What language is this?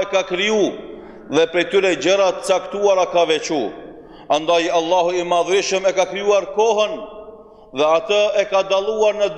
Albanian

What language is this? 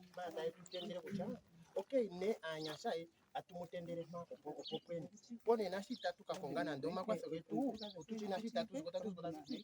Ndonga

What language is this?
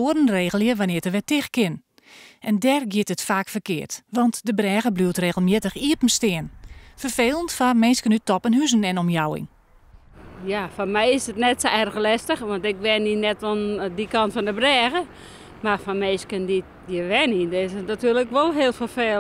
Western Frisian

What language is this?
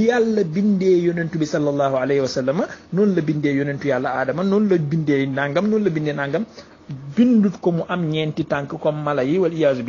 Wolof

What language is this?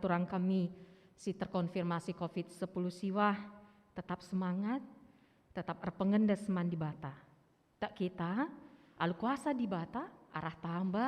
Batak Karo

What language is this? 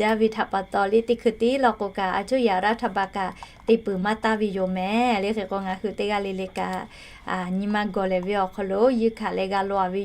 Lahu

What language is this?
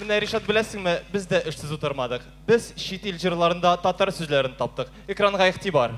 Tatar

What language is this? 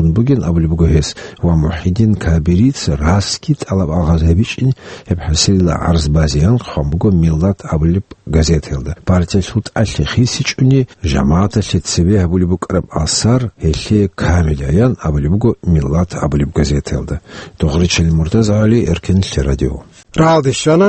Avaric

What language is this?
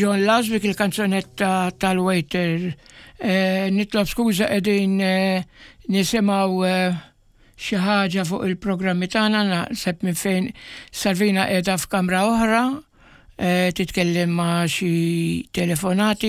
Maltese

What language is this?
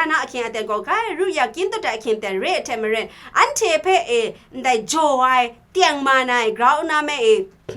Kachin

